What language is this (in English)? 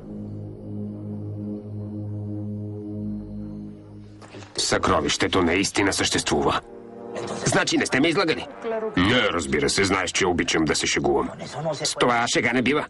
Bulgarian